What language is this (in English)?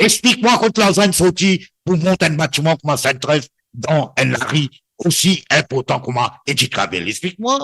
Morisyen